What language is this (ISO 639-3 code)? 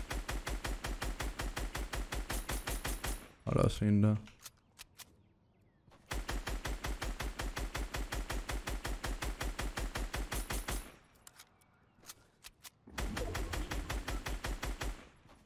dan